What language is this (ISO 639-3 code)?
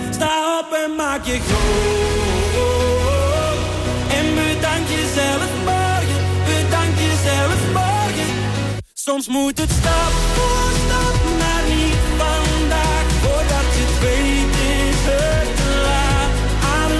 nld